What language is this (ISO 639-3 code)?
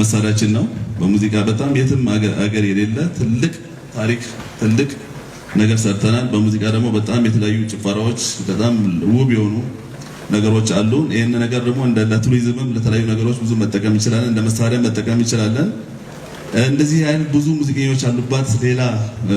amh